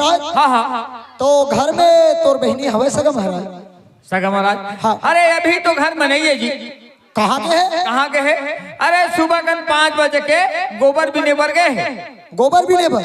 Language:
Chhattisgarhi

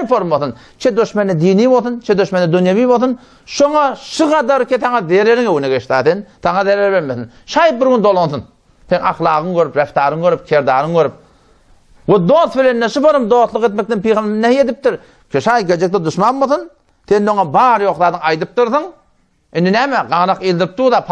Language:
Turkmen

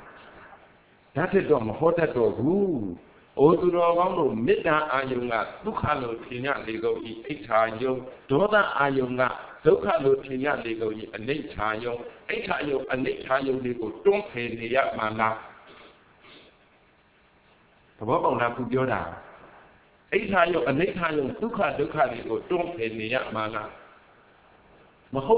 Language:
Burmese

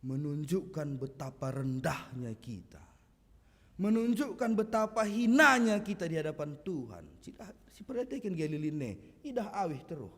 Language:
Batak Karo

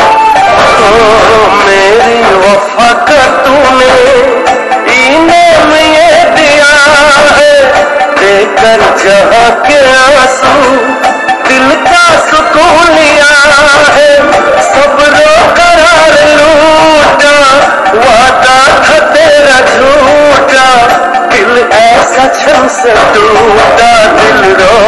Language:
Hindi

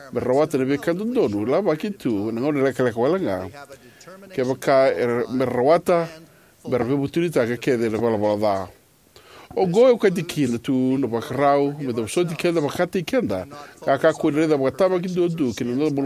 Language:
Fijian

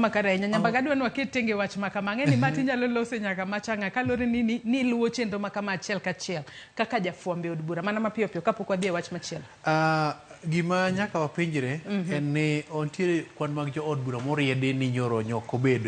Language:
Luo (Kenya and Tanzania)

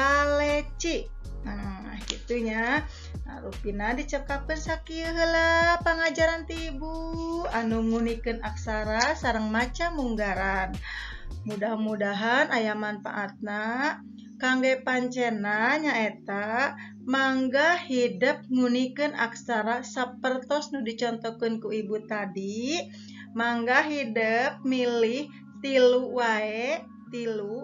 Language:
Sundanese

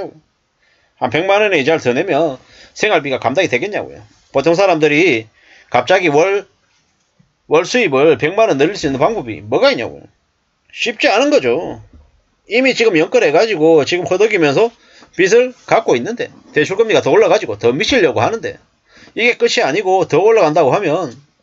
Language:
Korean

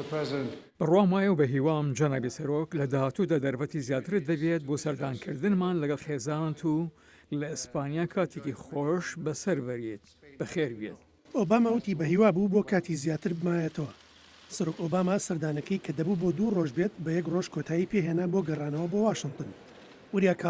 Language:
Central Kurdish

